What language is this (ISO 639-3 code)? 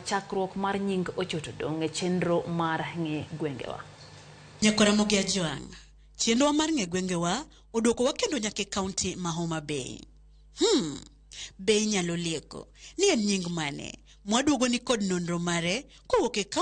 luo